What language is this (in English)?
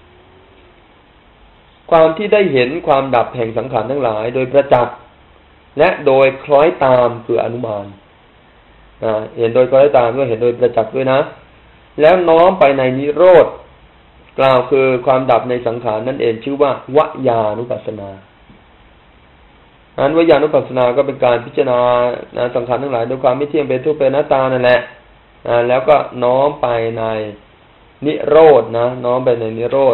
Thai